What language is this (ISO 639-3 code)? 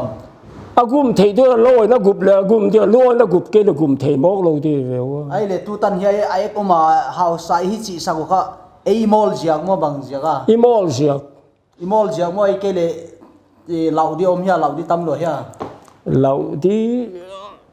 pck